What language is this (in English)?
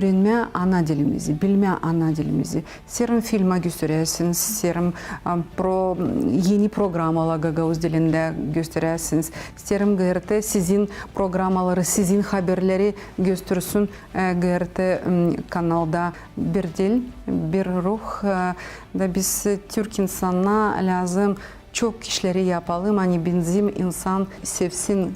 Gagauz